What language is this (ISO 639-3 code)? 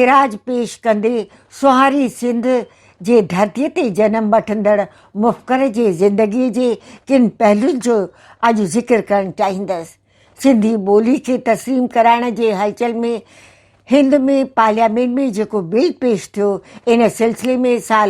snd